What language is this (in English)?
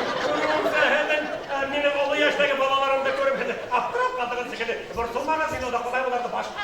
Bashkir